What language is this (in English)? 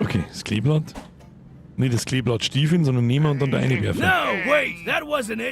Bavarian